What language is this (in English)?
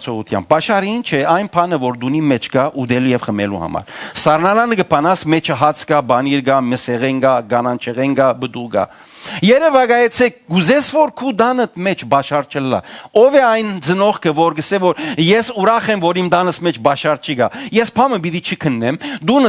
Western Armenian